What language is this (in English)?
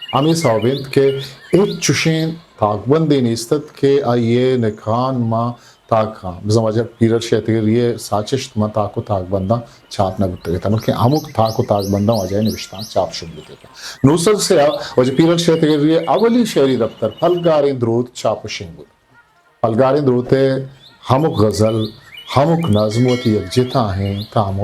Eastern Balochi